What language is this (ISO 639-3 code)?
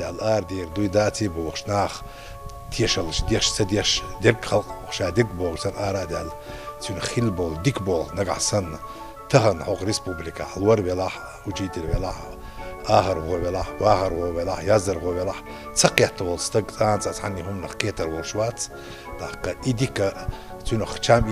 che